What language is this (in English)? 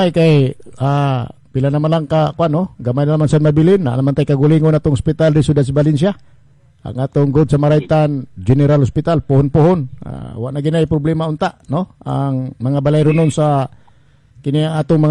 Cebuano